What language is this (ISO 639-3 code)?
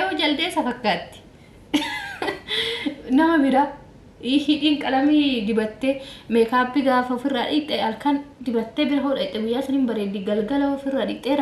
orm